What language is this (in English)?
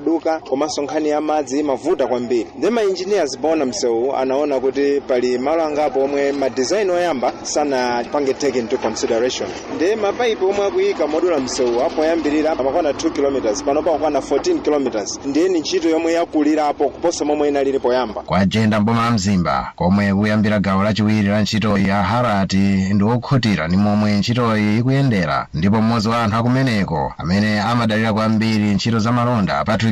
Nyanja